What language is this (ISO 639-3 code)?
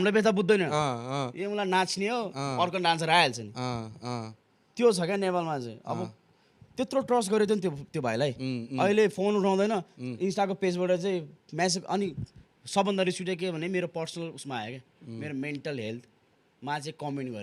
nep